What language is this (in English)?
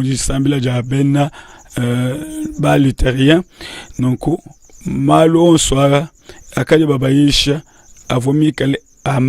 Luba-Lulua